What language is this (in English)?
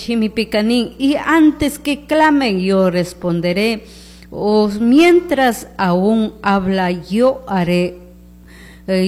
Chimborazo Highland Quichua